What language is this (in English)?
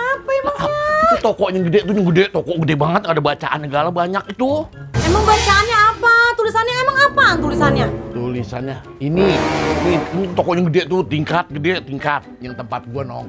Betawi